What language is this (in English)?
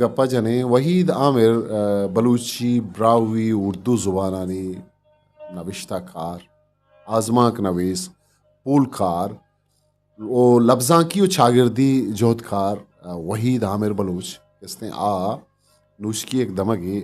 Eastern Balochi